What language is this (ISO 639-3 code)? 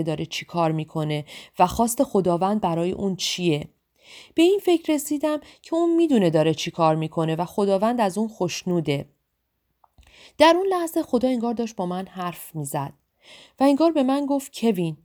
fas